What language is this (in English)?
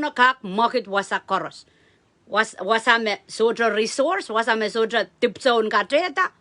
Pohnpeian